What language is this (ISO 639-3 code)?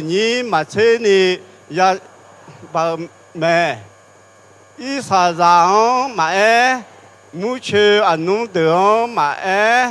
ahk